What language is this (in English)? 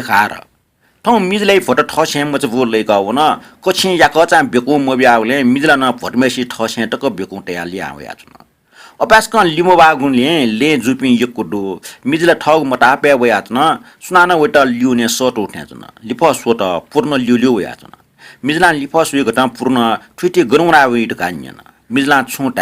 Newari